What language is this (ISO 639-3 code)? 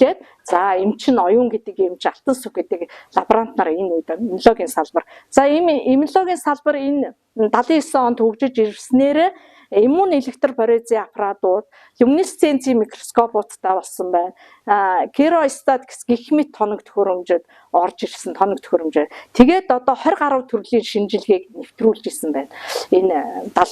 mon